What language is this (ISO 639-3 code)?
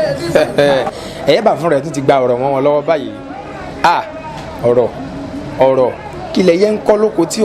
yor